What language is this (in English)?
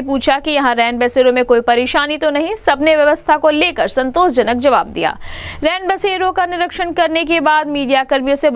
Hindi